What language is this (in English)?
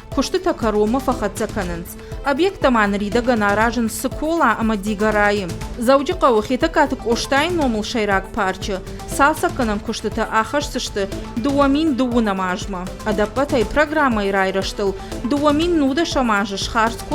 Ossetic